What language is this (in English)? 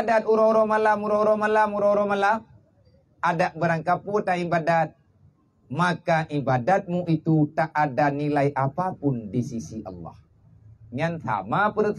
Achinese